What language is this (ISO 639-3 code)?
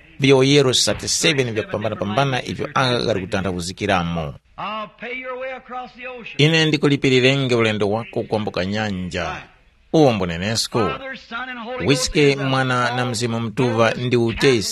tum